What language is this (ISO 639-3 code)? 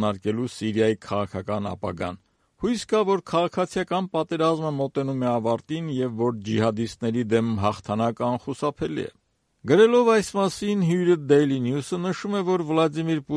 hye